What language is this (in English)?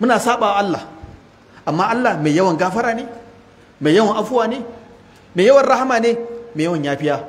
Hausa